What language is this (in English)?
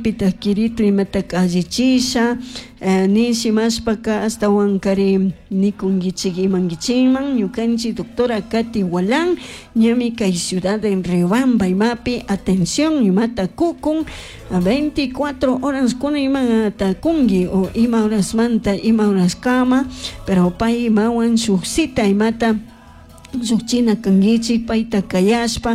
Chimborazo Highland Quichua